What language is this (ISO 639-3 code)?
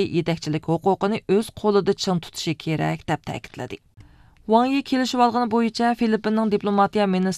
uig